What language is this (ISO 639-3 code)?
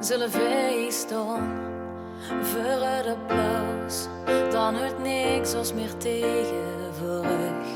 lim